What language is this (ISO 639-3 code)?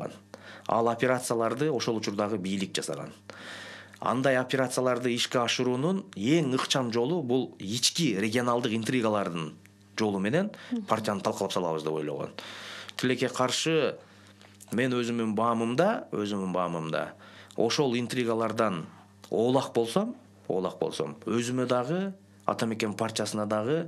kir